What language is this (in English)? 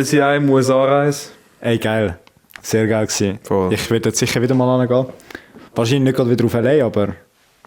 Swiss German